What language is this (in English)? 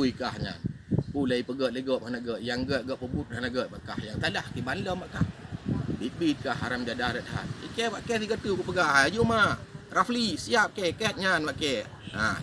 Achinese